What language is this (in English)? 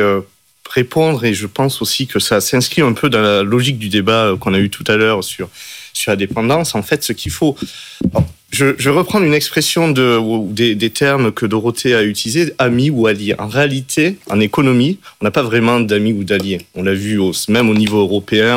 French